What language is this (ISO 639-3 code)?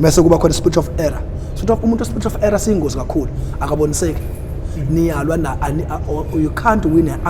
zul